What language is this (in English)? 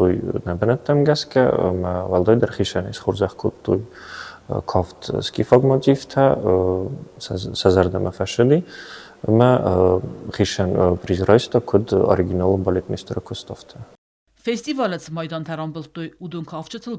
Ossetic